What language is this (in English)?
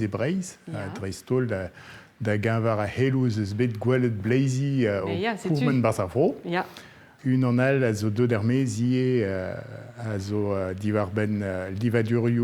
Breton